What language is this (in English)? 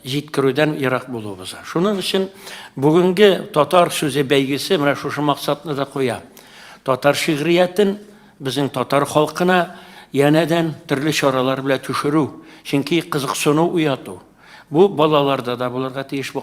Tatar